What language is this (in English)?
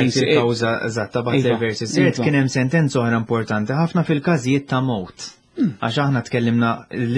Maltese